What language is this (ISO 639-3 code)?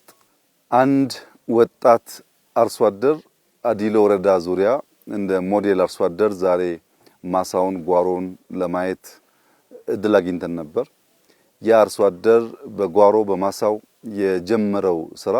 amh